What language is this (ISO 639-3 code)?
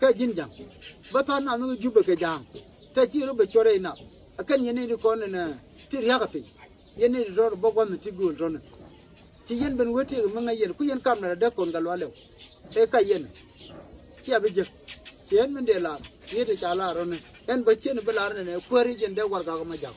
nus